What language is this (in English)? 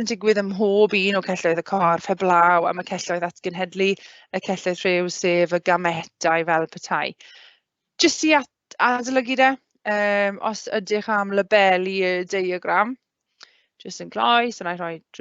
Welsh